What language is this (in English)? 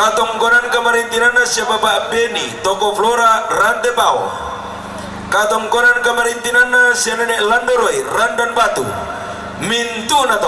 Toraja-Sa'dan